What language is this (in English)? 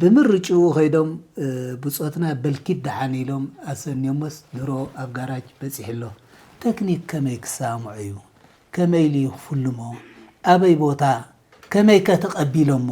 Tigrinya